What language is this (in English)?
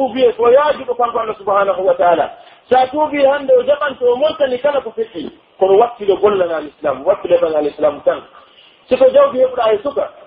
Pular